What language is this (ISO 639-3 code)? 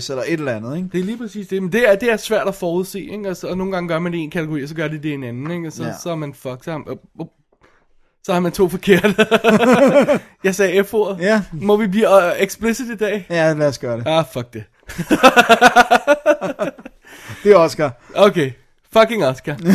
dan